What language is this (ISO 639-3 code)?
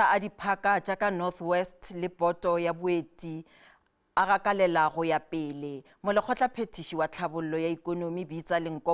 nso